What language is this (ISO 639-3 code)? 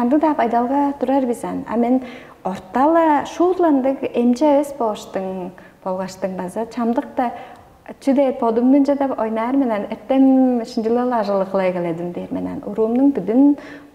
tyv